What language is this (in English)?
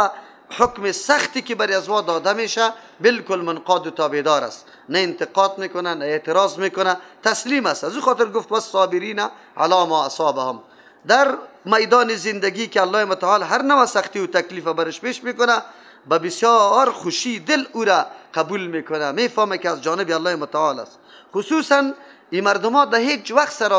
Persian